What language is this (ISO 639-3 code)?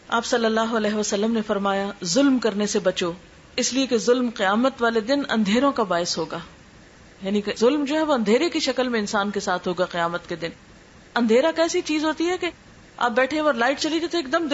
urd